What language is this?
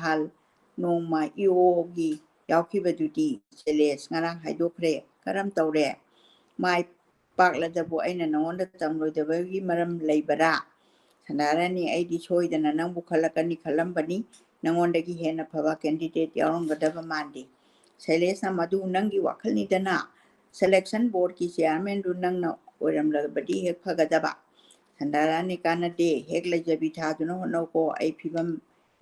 Manipuri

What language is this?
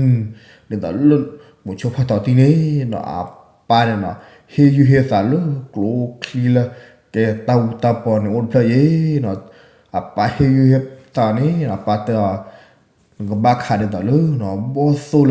S'gaw Karen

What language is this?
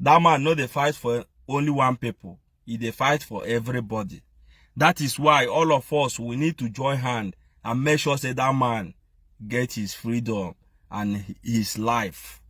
Nigerian Pidgin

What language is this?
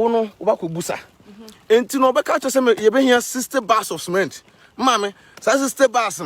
Akan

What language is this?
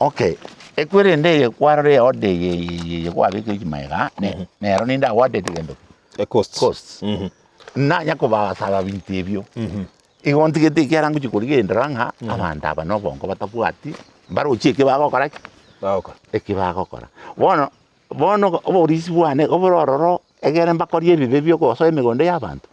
Gusii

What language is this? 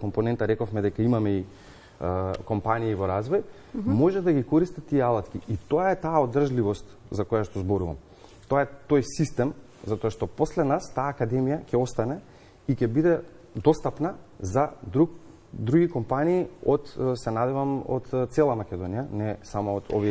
Macedonian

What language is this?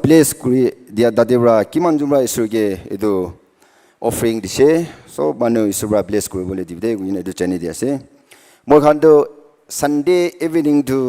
Naga Pidgin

